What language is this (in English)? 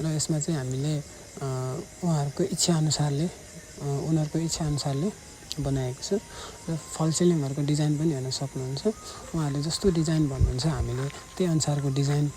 Nepali